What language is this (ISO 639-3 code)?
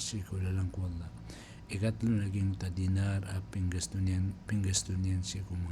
mrw